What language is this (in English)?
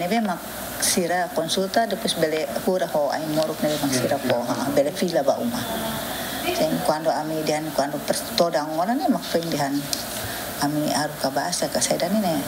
Tetum